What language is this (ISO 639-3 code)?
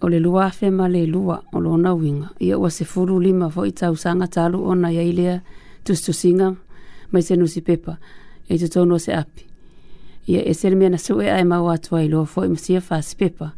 smo